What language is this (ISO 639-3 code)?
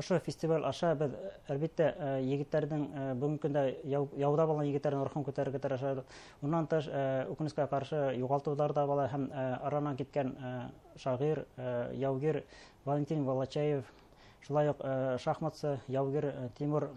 bak